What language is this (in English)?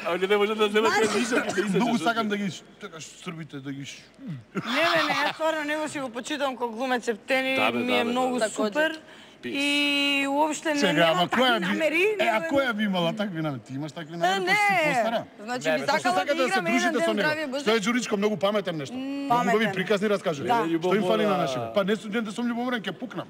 Macedonian